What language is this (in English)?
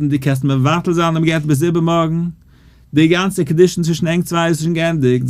Yiddish